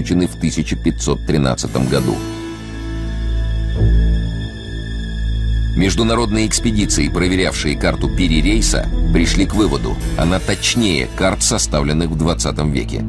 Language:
Russian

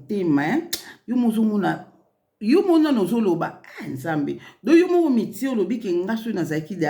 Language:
Lingala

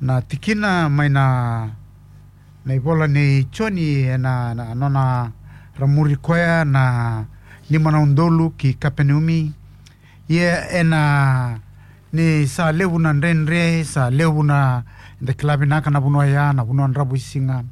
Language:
Fijian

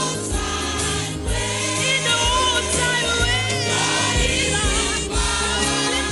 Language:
Ewe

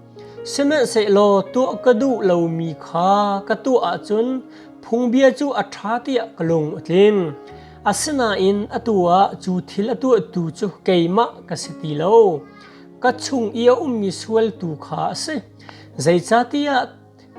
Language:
Hakha Chin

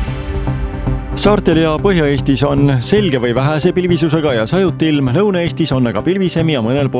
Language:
Estonian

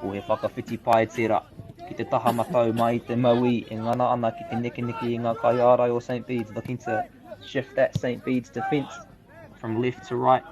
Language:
Māori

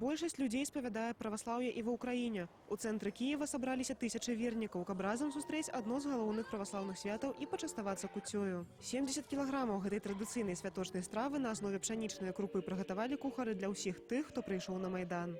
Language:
Belarusian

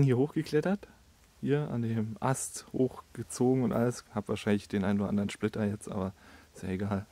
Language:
German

